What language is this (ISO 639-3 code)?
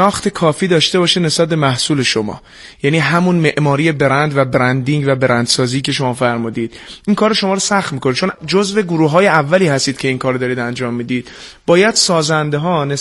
fas